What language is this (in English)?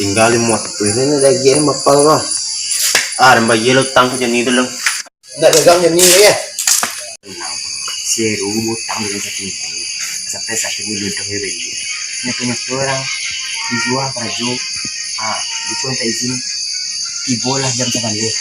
Minangkabau